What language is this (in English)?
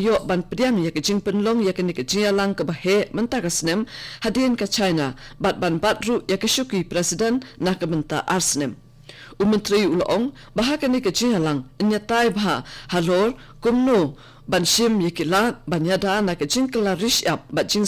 Khasi